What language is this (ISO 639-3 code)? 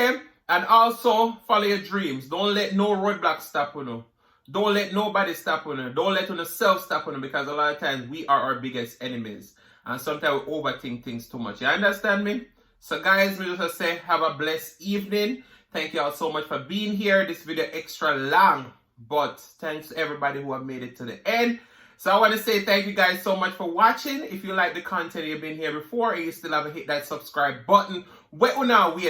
jam